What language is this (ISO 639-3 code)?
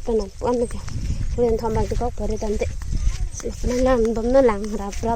mjw